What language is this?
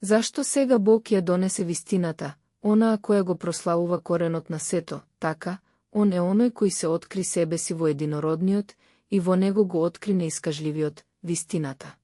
Macedonian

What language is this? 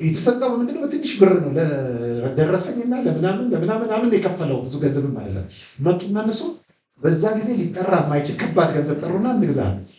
Amharic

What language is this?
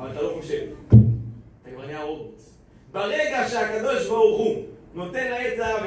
Hebrew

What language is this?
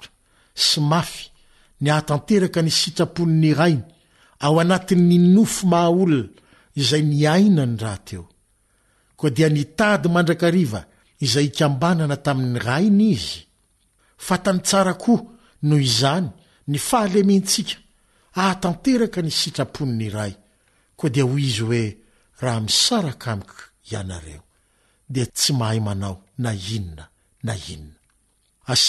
Malagasy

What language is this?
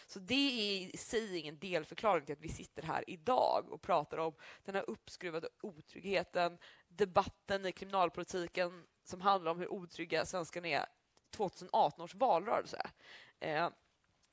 Swedish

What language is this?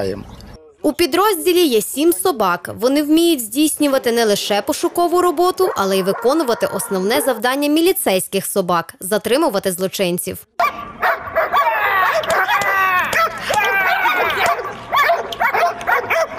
Ukrainian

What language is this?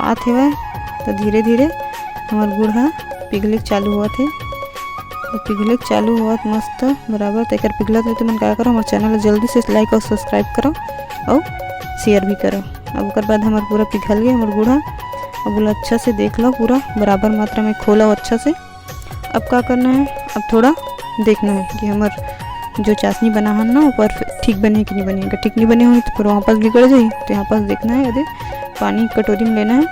Chhattisgarhi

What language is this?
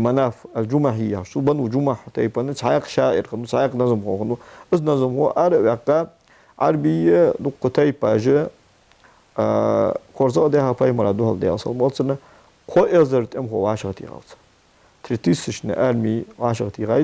Ingush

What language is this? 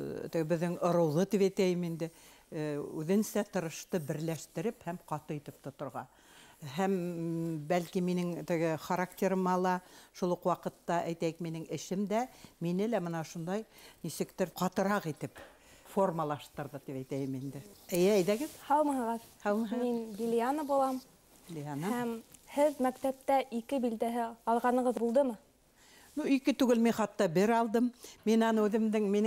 Bashkir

